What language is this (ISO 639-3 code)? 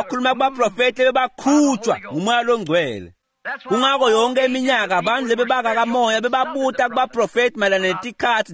ssw